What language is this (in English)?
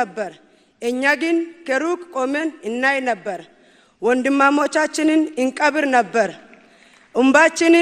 Amharic